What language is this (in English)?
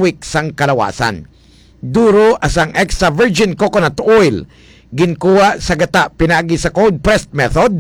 Hiligaynon